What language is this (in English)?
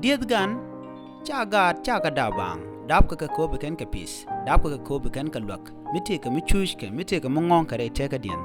Nuer